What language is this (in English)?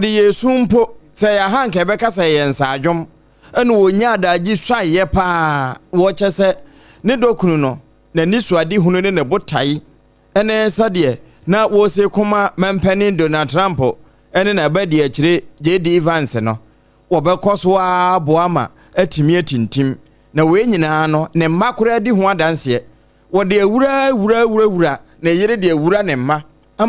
Akan